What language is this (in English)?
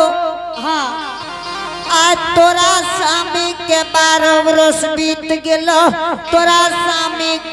Angika